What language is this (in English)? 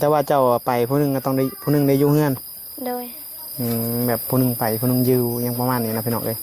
Northeastern Thai